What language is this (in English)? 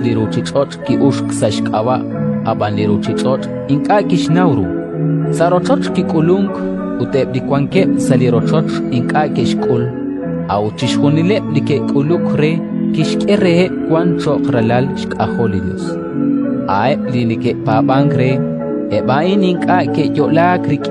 Kekchí